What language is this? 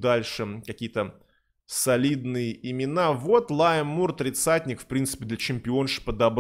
Russian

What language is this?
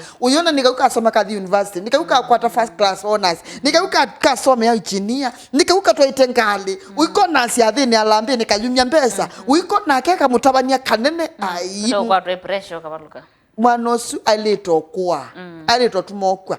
Kamba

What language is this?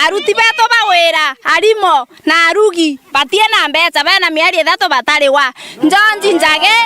Meru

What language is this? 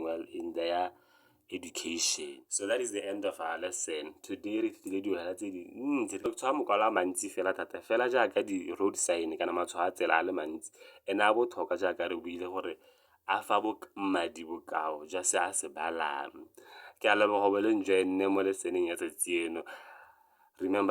Tswana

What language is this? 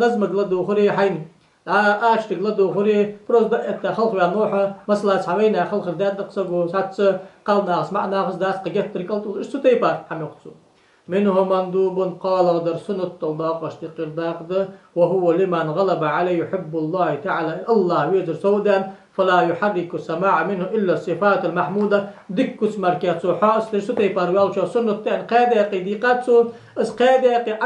Ingush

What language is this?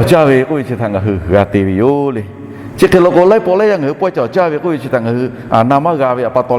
Lahu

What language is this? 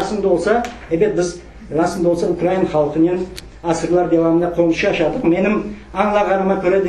Crimean Tatar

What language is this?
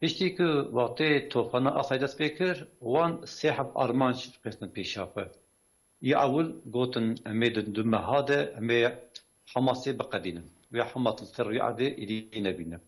Kurdish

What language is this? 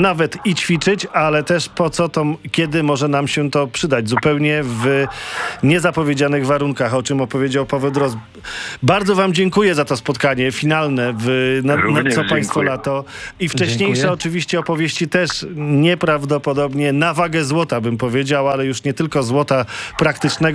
Polish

